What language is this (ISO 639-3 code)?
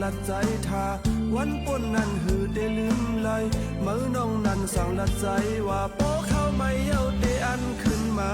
shn